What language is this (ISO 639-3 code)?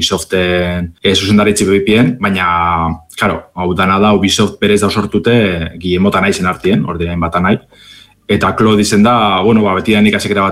eus